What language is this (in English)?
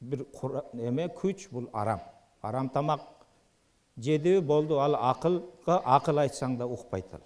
Kyrgyz